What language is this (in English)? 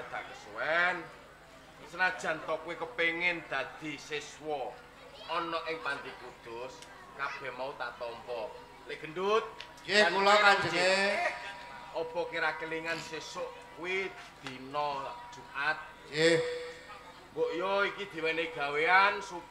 Javanese